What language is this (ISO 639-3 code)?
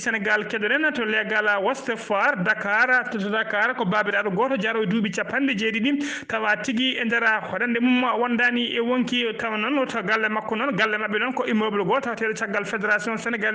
ful